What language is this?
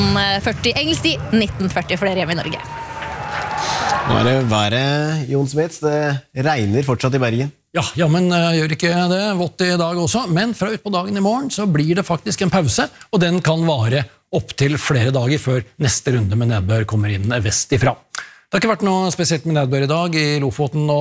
Norwegian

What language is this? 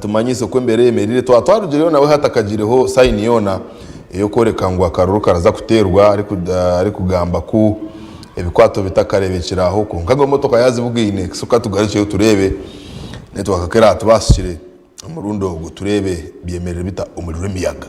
Nyankole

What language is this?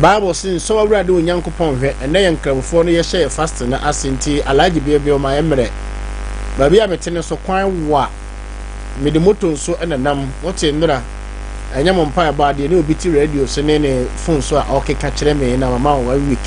Akan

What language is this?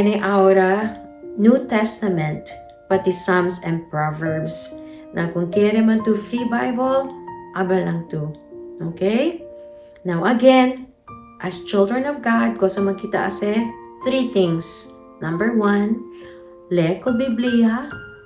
Chavacano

